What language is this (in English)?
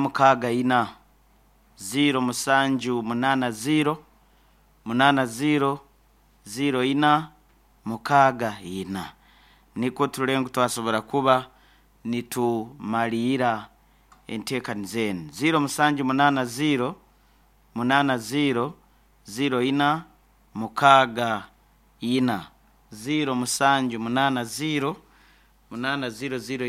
Nyankole